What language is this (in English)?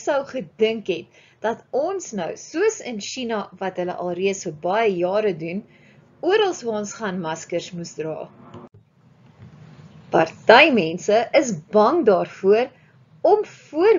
Afrikaans